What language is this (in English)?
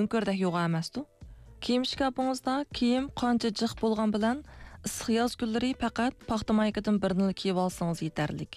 Uyghur